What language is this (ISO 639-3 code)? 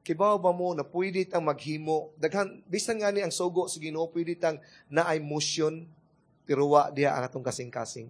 ceb